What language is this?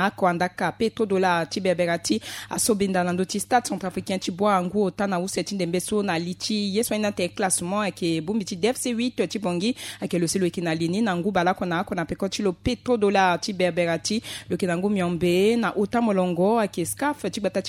Sango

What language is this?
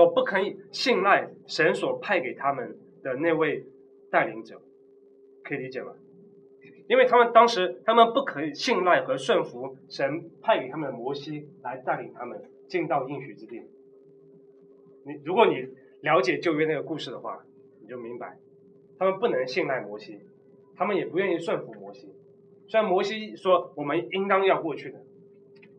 Chinese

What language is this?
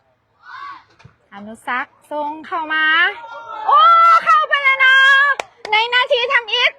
Lao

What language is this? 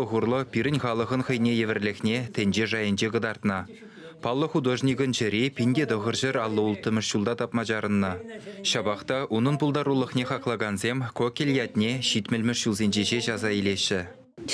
Chuvash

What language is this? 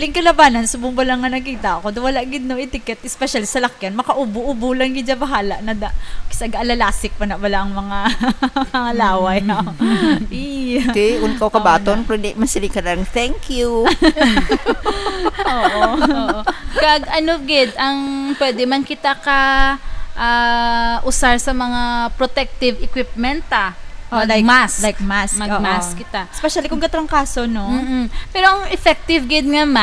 Hiligaynon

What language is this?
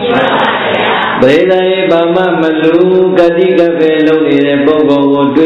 Burmese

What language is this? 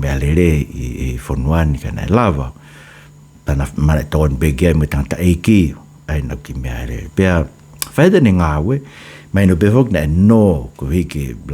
Tongan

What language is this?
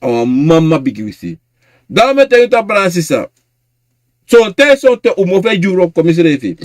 Sranan Tongo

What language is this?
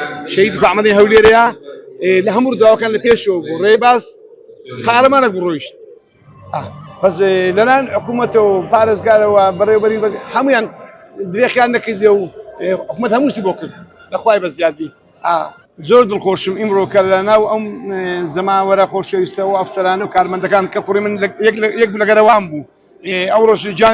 Central Kurdish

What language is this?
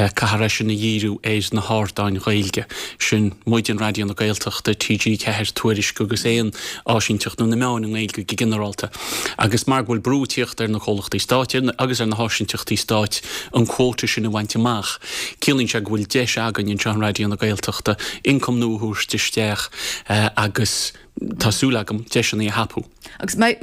Irish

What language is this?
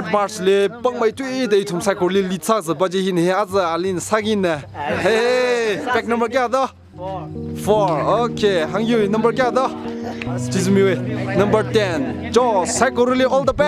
Tangkhul Naga (India)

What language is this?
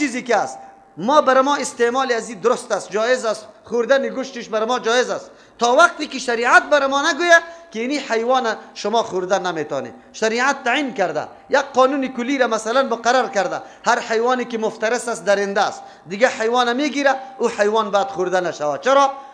Persian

